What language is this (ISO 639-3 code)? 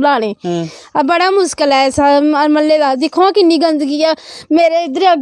doi